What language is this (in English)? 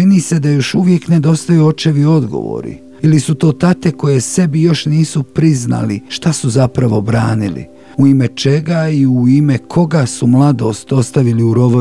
Bosnian